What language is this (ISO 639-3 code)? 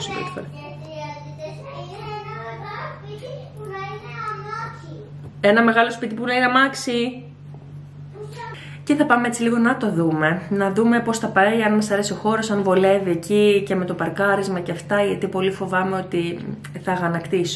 ell